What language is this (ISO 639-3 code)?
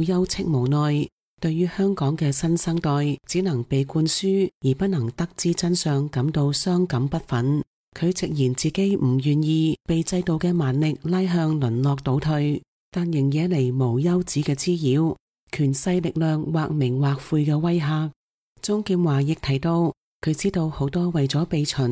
yue